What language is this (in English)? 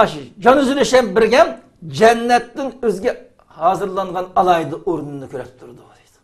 Uyghur